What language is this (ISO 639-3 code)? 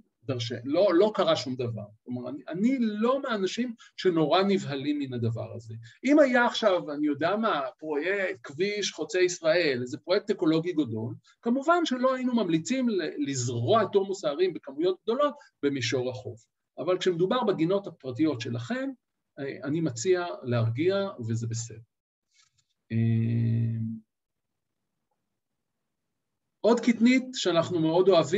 heb